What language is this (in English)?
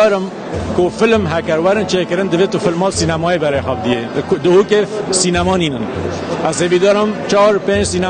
Kurdish